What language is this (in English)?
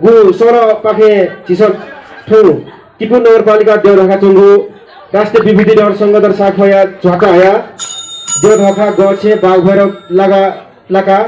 Newari